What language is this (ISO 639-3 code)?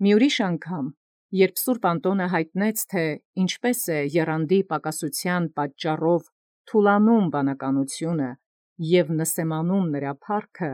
hye